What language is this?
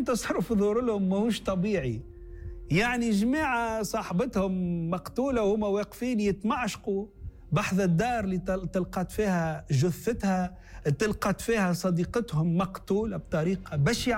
Tunisian Arabic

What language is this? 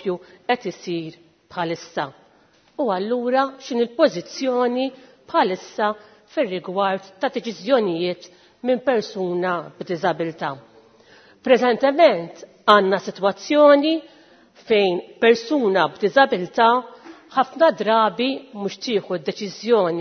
Maltese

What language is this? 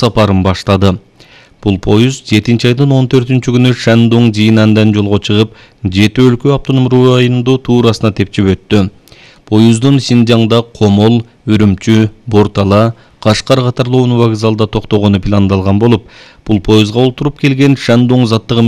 Kyrgyz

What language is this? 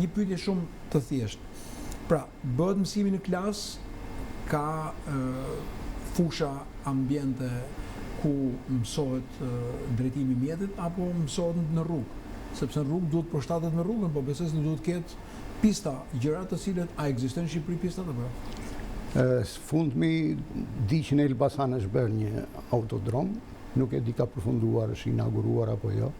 Albanian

